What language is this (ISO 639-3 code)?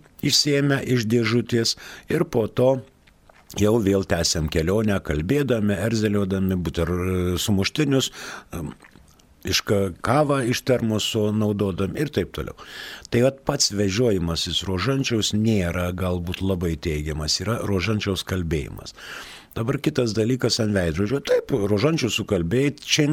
lit